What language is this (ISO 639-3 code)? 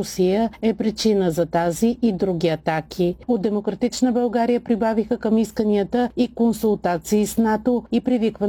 bul